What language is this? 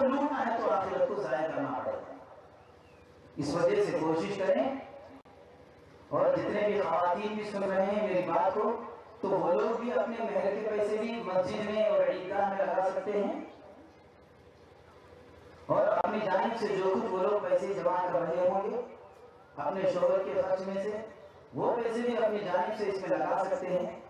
Urdu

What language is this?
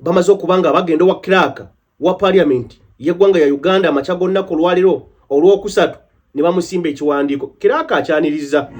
Ganda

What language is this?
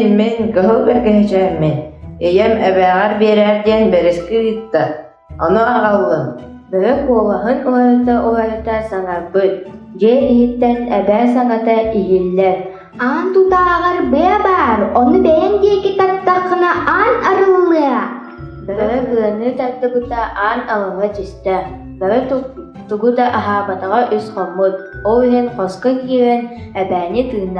Yakut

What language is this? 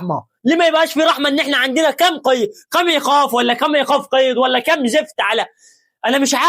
Egyptian Arabic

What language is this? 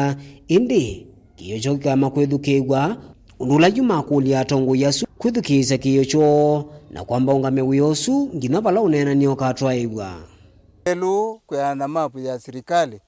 Kamba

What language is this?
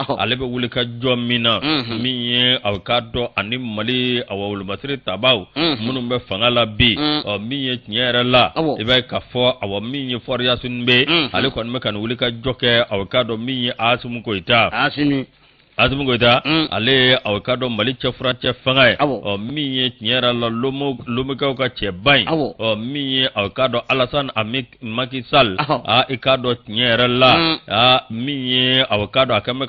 Bambara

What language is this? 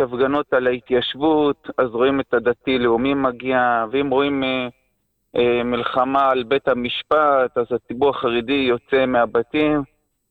Hebrew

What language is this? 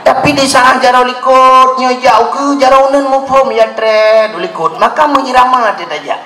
Achinese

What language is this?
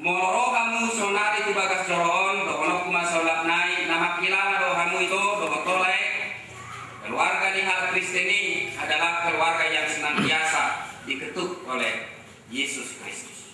Batak Toba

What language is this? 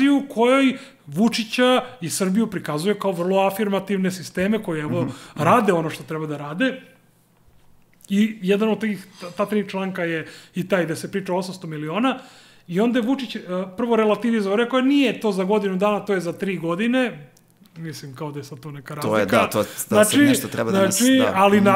Serbian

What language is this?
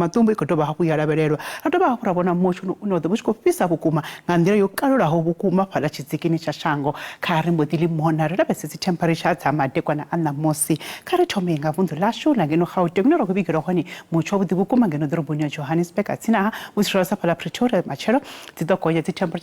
Venda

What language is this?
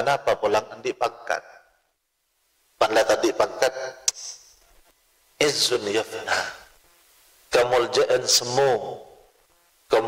Madurese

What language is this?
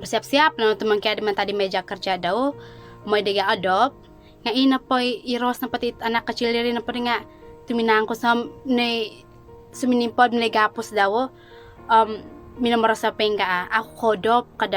Central Dusun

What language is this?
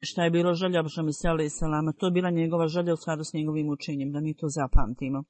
Bosnian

